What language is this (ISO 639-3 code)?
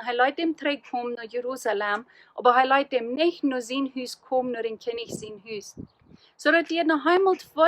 pdt